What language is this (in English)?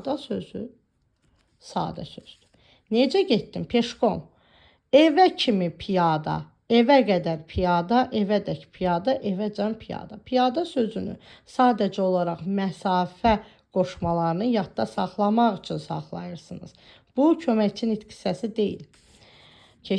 Azerbaijani